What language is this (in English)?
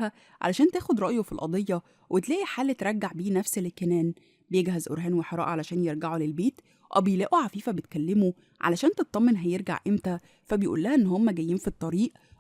Egyptian Arabic